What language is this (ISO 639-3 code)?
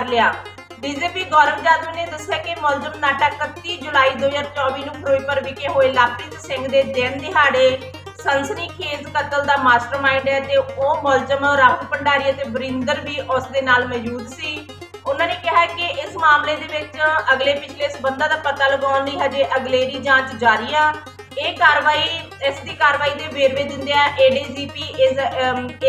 pan